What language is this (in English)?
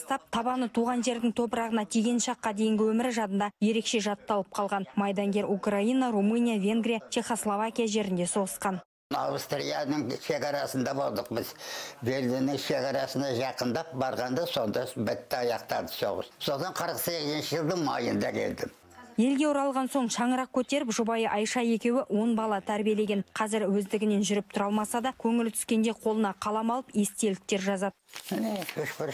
Kazakh